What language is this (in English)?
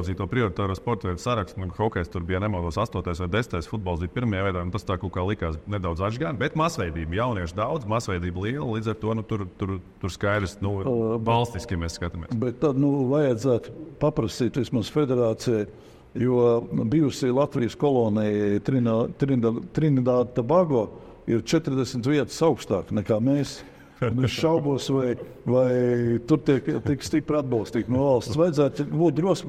Latvian